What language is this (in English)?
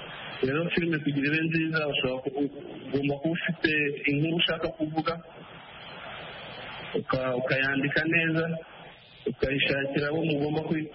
Kinyarwanda